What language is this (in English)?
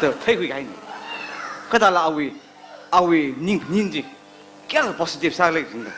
Tangkhul Naga (India)